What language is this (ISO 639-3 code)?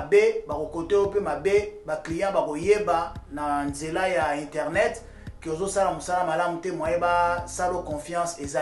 lin